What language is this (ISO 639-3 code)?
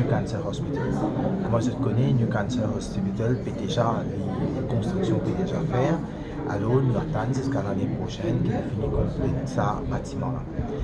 mfe